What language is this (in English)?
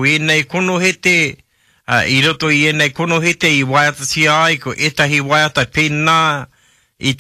Māori